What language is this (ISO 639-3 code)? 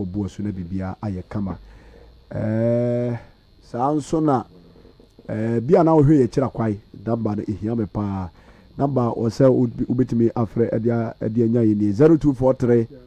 aka